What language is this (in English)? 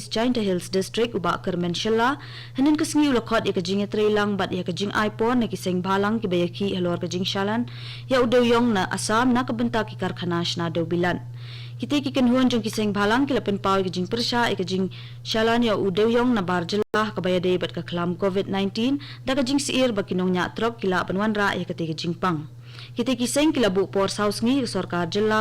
Khasi